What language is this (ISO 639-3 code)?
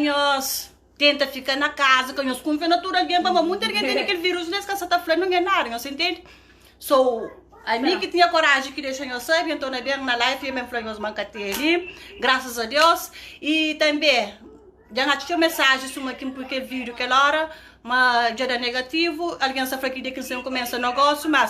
kea